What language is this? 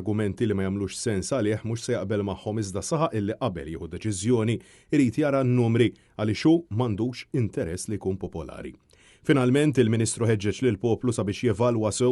Maltese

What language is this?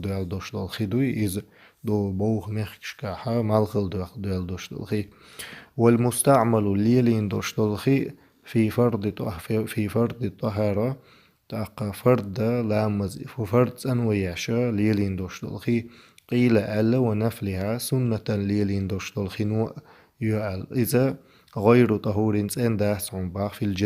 Chechen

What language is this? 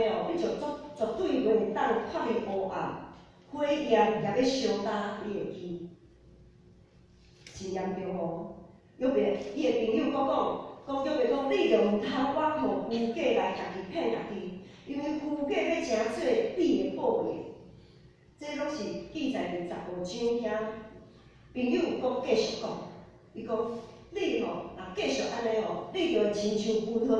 Min Nan Chinese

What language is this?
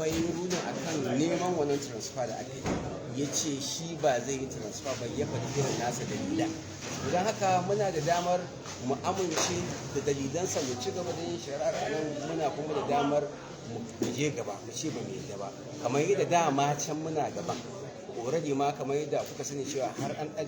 Hausa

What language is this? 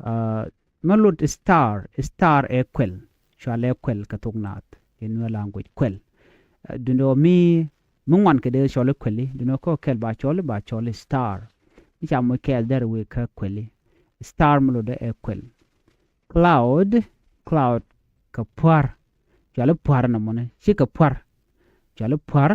Nuer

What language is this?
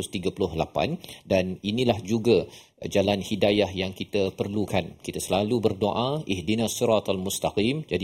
Malay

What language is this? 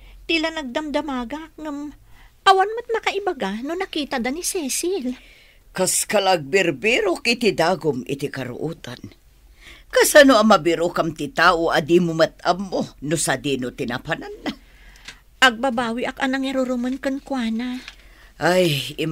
Iloko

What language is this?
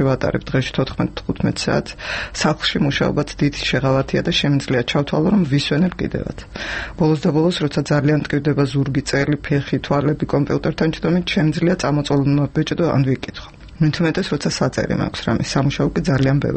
Georgian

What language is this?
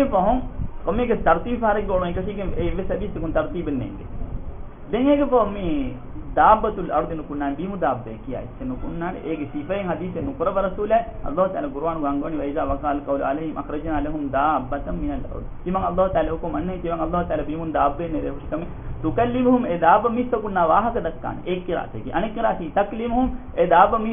Divehi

